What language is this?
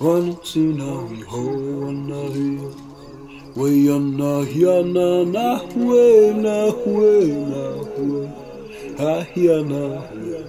Māori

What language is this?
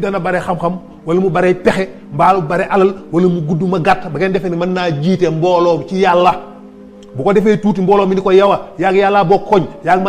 Wolof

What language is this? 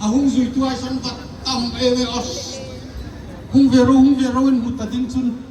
Hmar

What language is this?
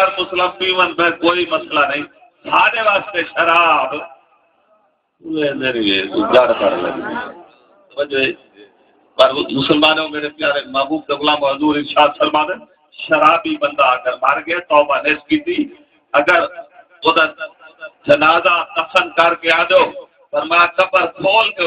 Saraiki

